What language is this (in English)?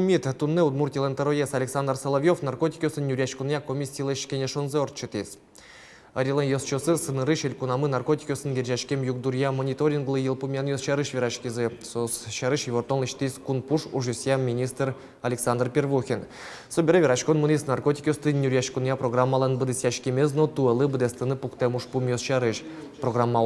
Udmurt